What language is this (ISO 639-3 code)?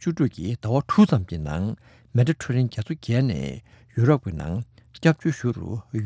bod